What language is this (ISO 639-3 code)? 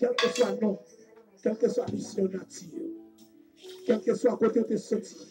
hat